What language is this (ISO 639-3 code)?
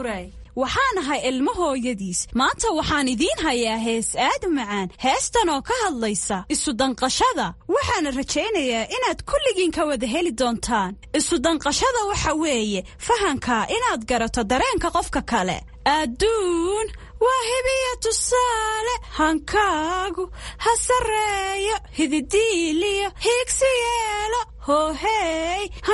som